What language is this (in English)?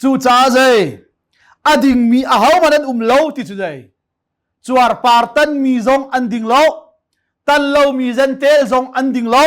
Hakha Chin